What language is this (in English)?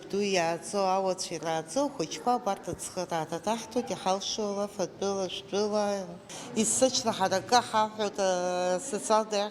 Abkhazian